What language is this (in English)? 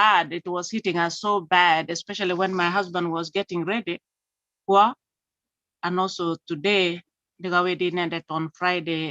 Kalenjin